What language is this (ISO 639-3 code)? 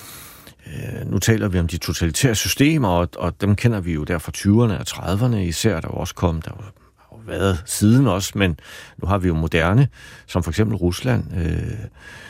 dan